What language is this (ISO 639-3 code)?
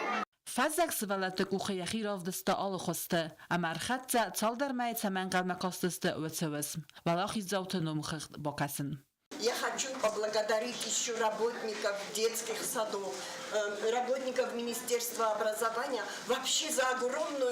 oss